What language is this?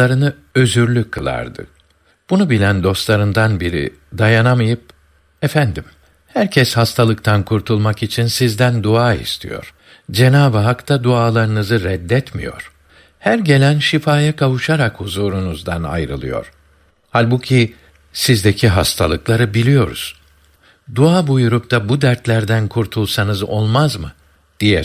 Turkish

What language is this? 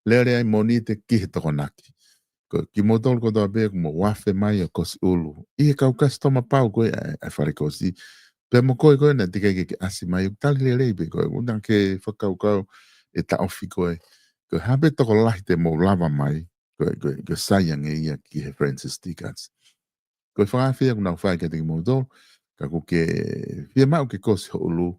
Tongan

